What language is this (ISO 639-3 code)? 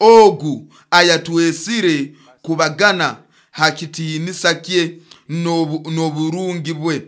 nyo